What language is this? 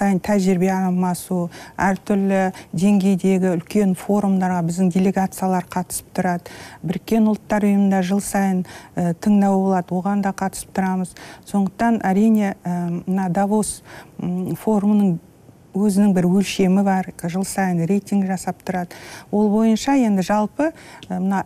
Kazakh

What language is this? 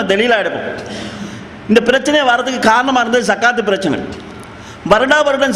Tamil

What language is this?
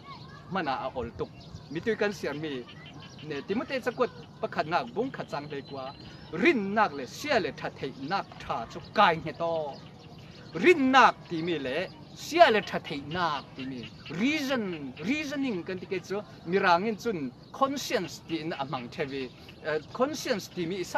Falam Chin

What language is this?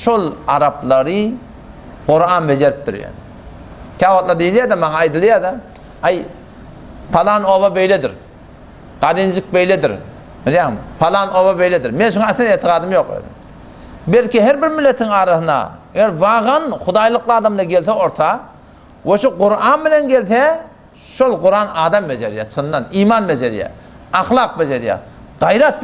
Turkmen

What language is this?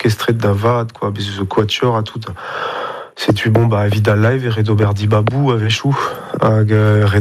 Breton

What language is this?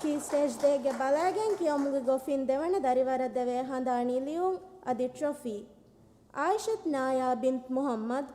Divehi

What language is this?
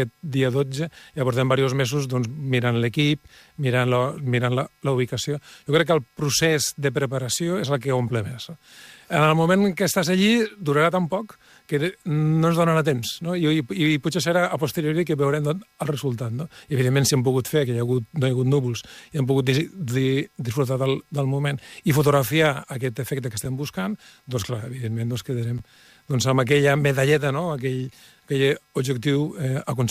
Catalan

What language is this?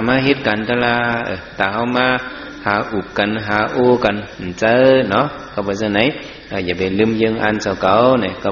Shan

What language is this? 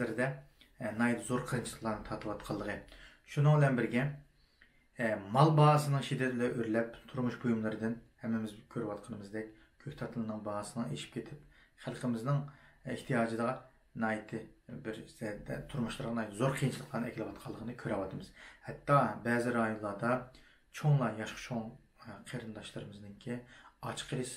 Uyghur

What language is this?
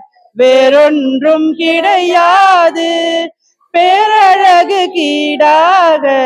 Tamil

